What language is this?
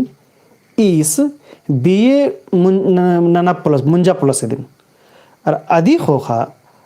Kurukh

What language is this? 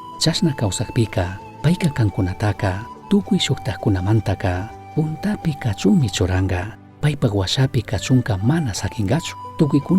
Chimborazo Highland Quichua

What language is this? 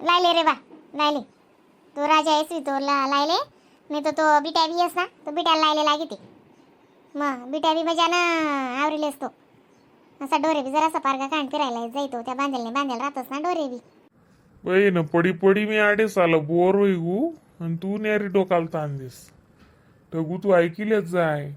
Khandesi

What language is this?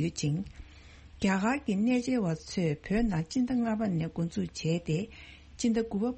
Tibetan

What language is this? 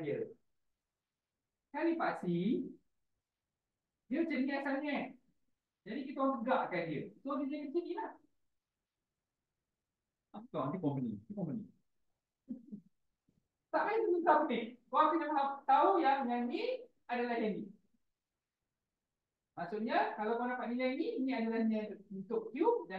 Malay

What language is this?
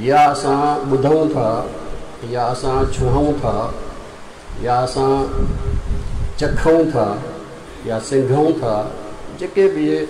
Sindhi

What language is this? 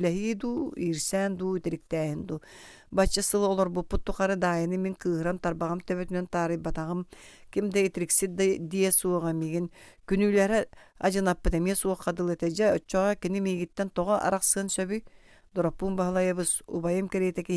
Yakut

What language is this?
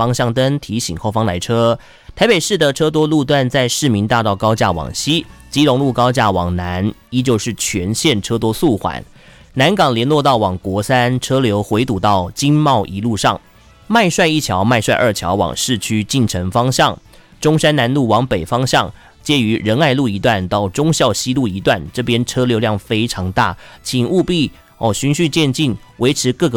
Chinese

